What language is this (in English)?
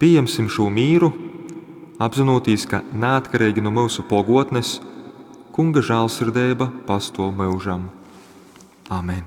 Latgalian